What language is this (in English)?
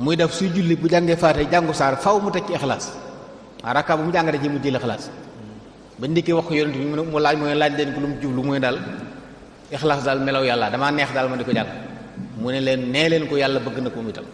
Wolof